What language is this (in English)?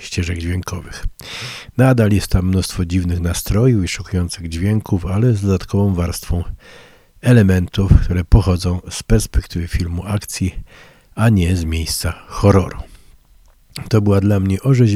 Polish